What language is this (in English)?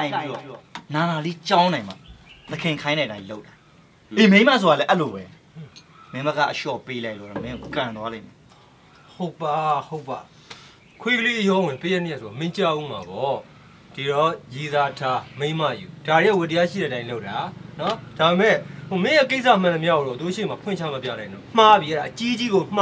Burmese